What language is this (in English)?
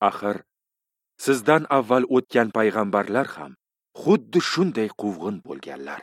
Uzbek